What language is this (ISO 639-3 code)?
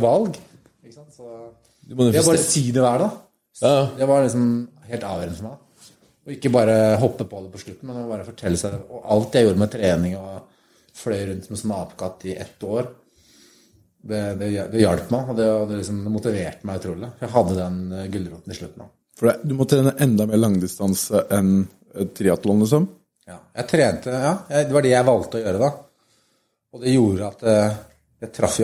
nor